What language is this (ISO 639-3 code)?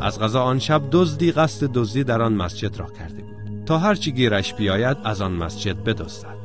tgk